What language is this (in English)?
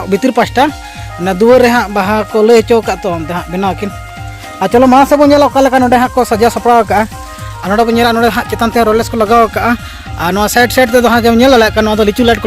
Santali